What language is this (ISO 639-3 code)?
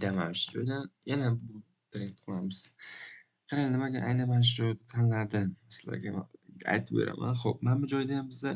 uzb